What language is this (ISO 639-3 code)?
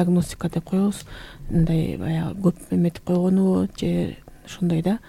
kir